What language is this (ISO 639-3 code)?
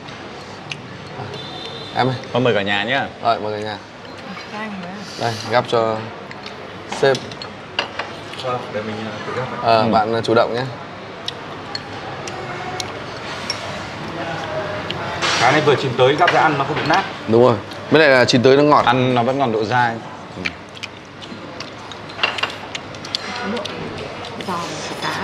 vie